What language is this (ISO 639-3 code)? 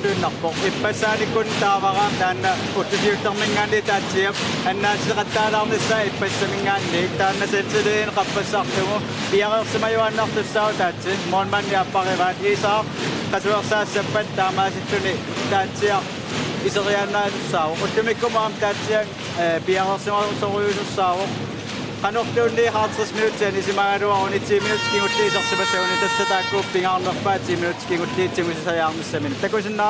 kal